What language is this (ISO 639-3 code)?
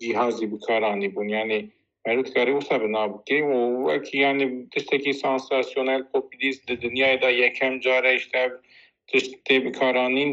kur